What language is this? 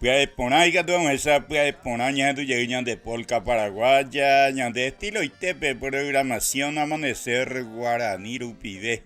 Guarani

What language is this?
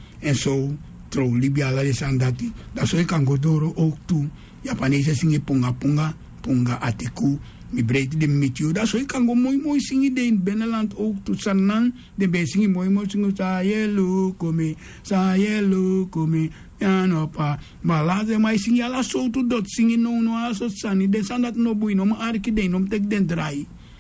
Sranan Tongo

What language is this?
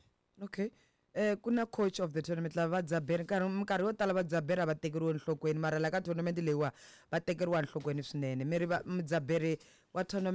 Tsonga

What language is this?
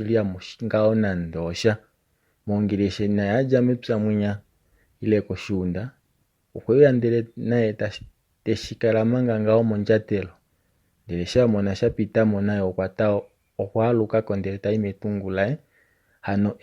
Kuanyama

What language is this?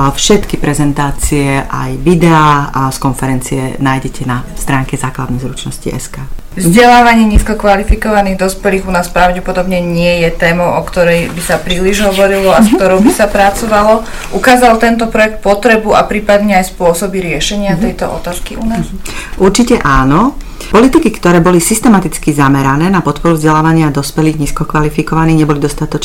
Slovak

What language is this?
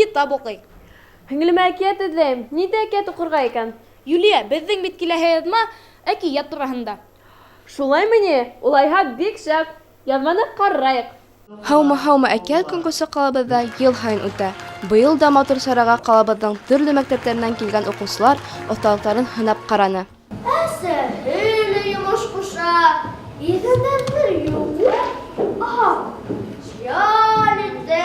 Bashkir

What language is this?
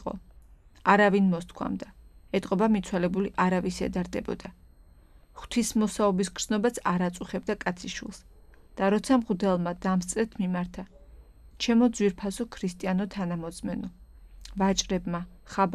Georgian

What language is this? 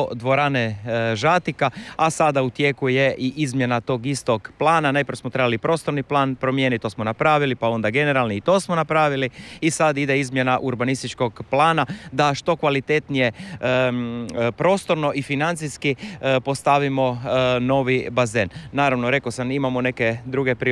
Croatian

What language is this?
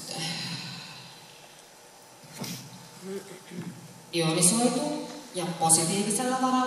Finnish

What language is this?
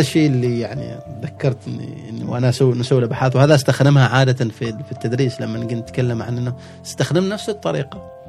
Gulf Arabic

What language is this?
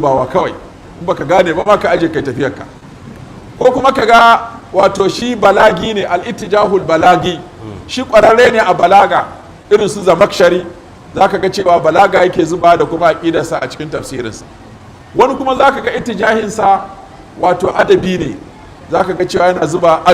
Hausa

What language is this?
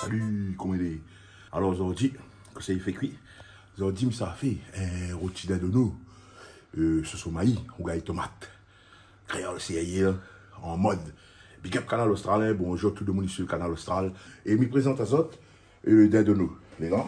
Réunion Creole French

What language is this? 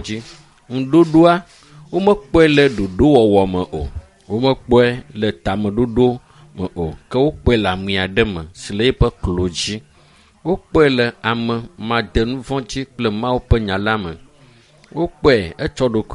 Ewe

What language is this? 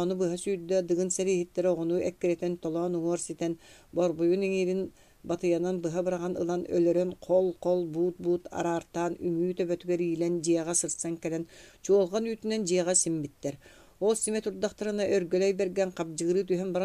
Yakut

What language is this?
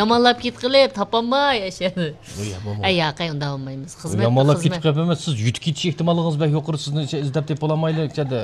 Uyghur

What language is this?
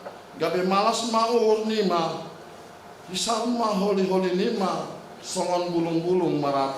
Batak Simalungun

